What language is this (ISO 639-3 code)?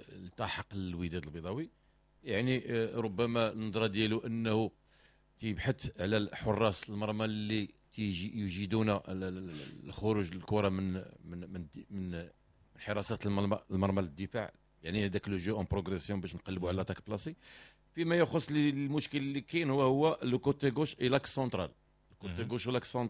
ary